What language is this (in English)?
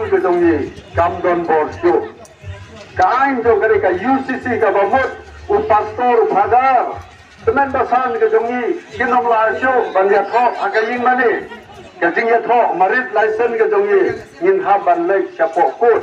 Khasi